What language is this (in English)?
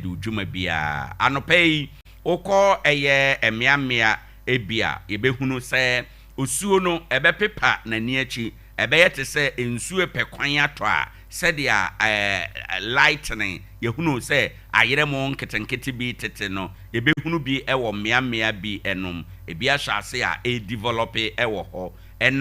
Akan